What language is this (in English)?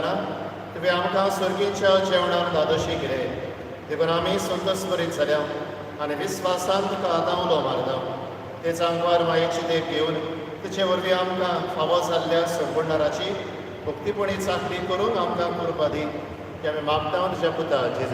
Konkani